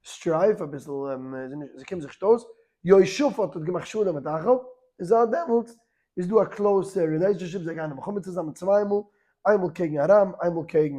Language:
Yiddish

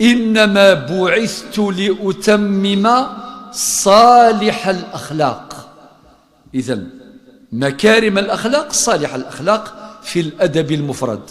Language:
Kabyle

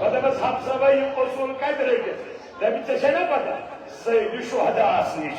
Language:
Kashmiri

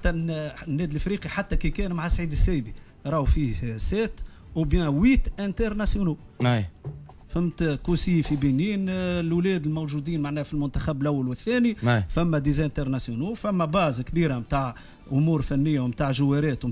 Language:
Tunisian Arabic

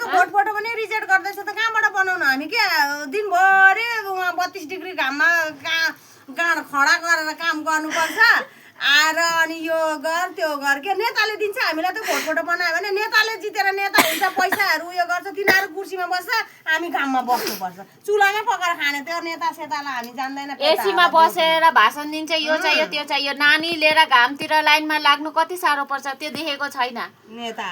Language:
Nepali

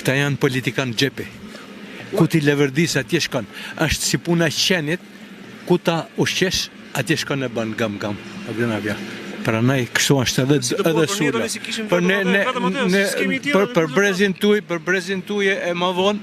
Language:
Albanian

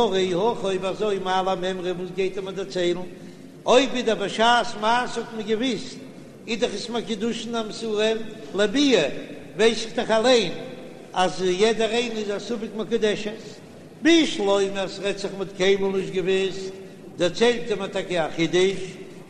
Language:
Yiddish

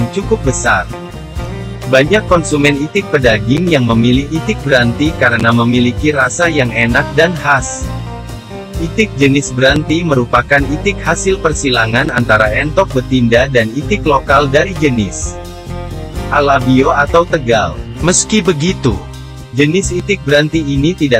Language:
Indonesian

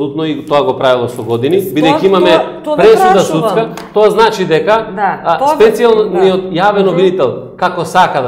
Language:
Macedonian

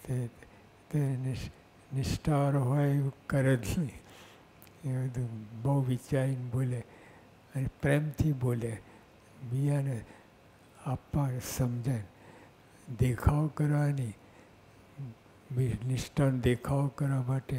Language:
Gujarati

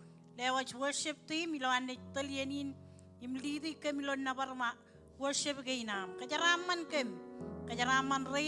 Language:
Marshallese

